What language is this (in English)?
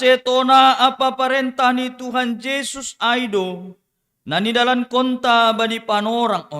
Batak Simalungun